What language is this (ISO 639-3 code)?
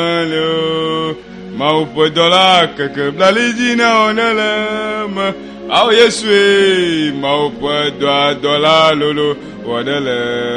ewe